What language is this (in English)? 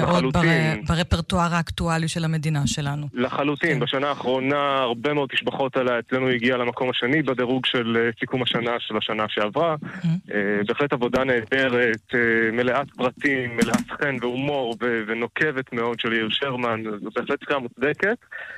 Hebrew